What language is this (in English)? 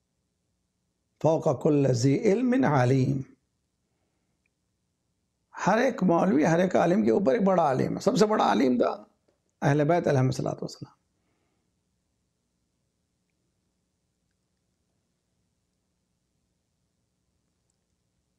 Urdu